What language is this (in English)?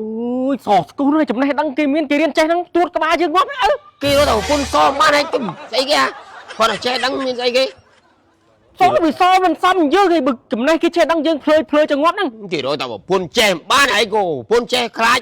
Khmer